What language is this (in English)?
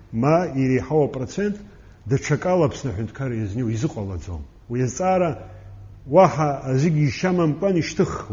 Abkhazian